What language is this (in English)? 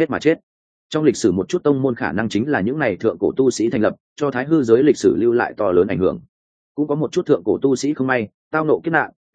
Vietnamese